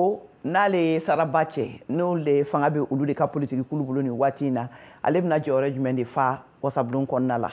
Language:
Bambara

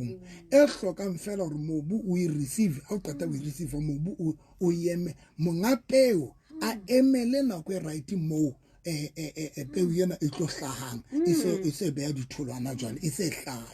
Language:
Southern Sotho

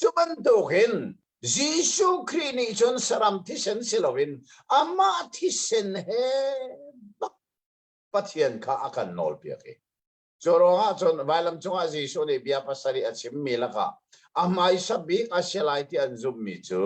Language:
Hakha Chin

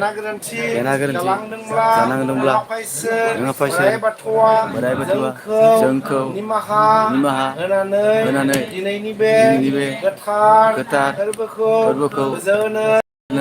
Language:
Bodo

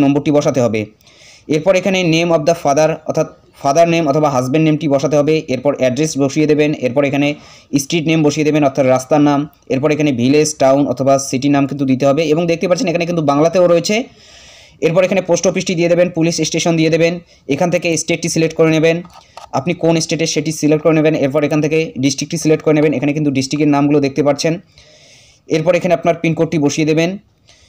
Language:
Bangla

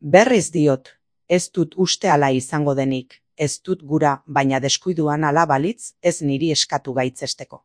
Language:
Basque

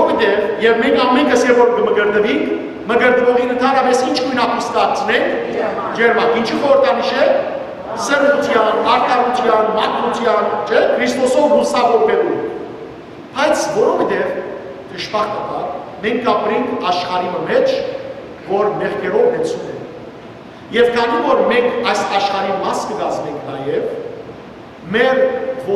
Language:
Western Armenian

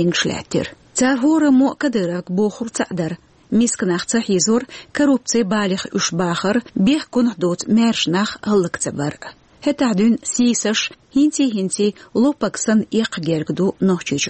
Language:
Chechen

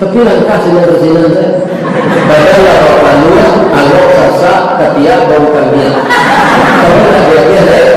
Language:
Minangkabau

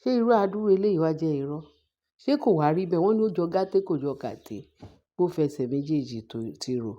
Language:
Yoruba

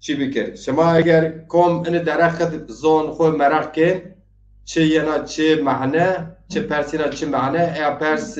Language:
Zaza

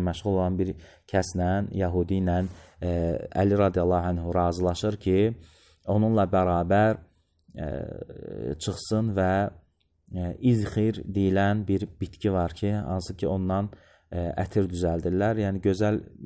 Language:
Azerbaijani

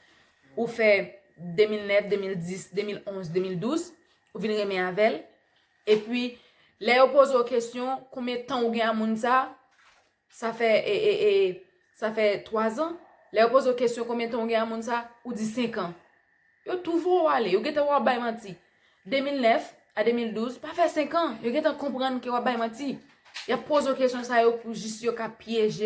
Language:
Haitian Creole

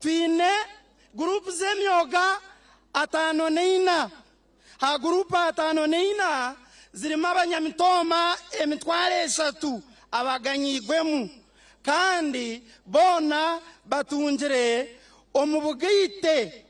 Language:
Nyankole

